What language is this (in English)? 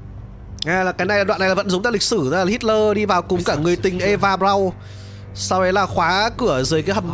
Vietnamese